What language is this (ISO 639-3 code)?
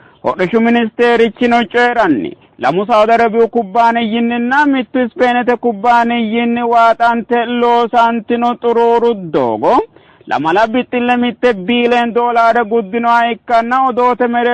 sid